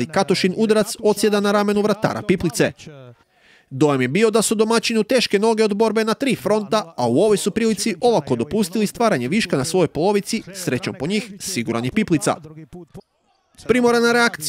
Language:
Croatian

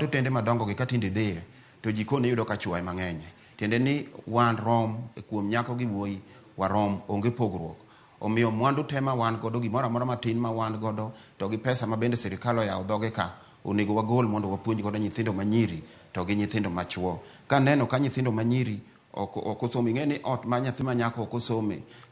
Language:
Luo (Kenya and Tanzania)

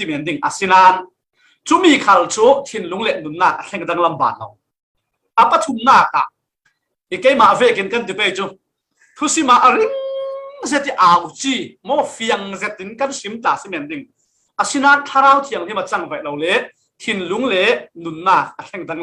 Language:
Falam Chin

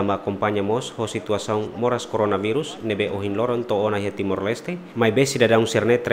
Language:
Tetum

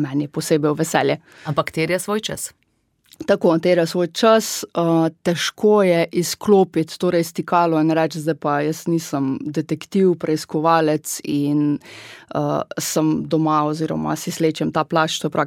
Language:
Slovenian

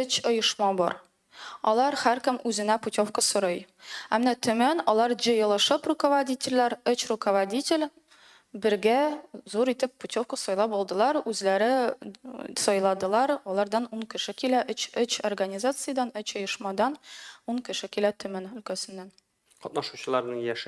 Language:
Tatar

